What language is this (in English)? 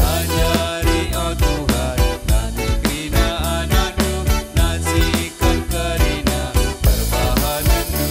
Batak Karo